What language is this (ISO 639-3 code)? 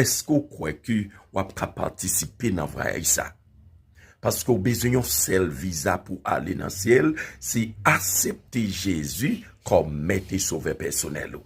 hat